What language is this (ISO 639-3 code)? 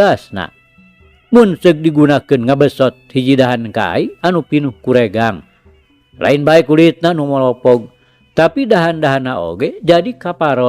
sun